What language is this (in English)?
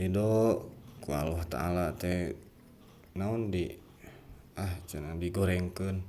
Sundanese